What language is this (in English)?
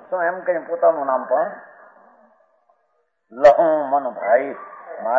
Gujarati